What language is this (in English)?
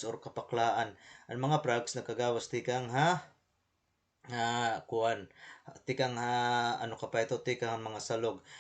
Waray